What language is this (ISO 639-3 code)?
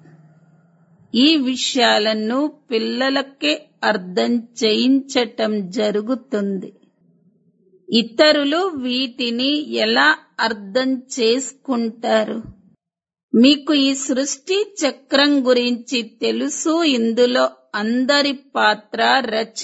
tel